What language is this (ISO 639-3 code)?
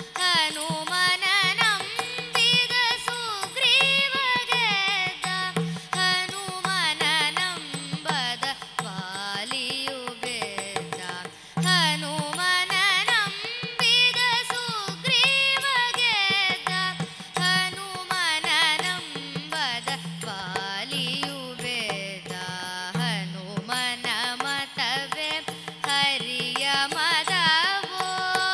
kan